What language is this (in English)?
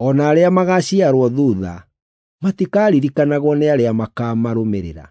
Kikuyu